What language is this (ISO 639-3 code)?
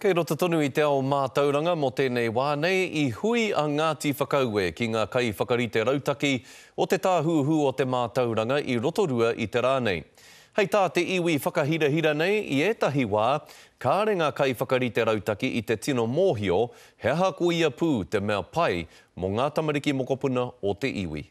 mri